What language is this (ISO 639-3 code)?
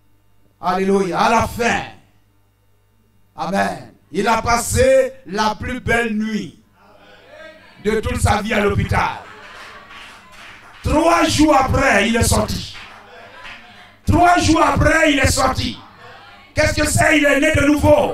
fra